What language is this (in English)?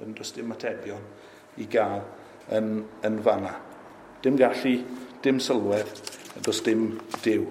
Welsh